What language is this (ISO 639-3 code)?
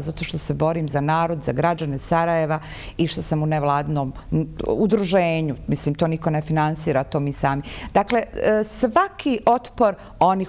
bos